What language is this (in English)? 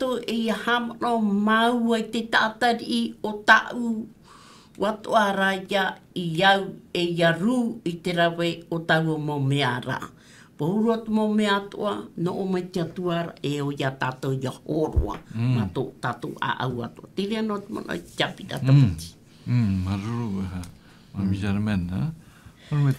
Tahitian